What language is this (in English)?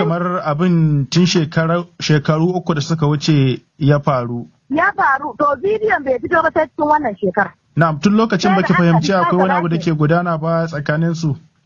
Hausa